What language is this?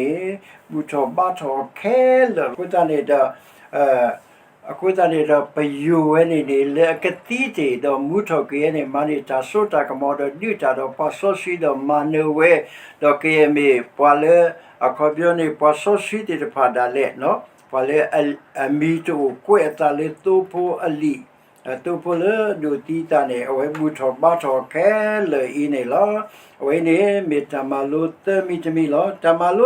S'gaw Karen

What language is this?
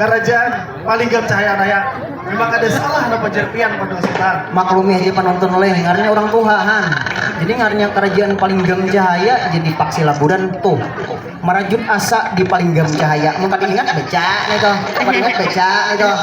Banjar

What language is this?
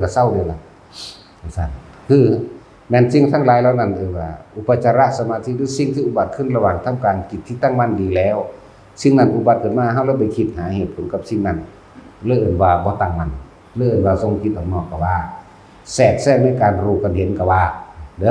Northeastern Thai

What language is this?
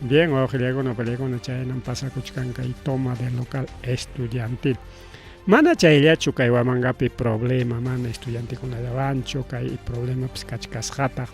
Ayacucho Quechua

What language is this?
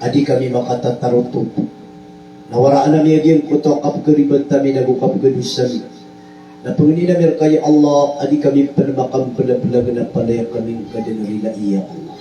Maranao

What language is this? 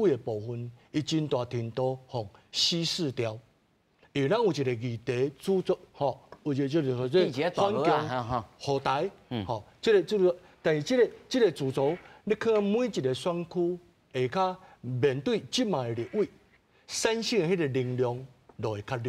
Min Nan Chinese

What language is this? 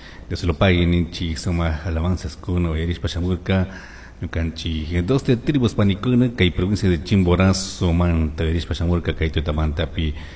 Chimborazo Highland Quichua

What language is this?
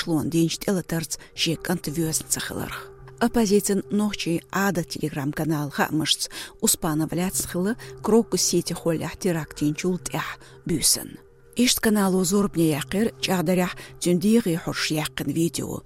Chechen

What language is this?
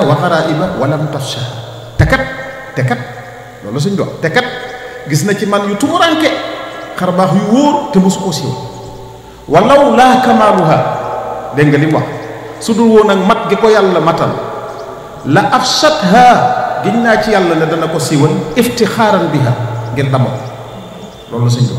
Wolof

